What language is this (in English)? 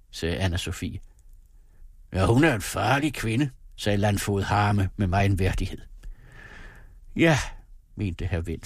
Danish